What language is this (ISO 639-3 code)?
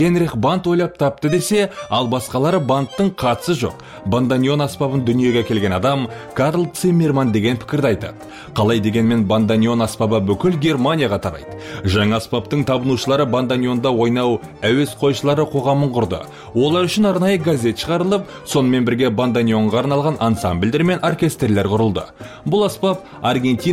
kaz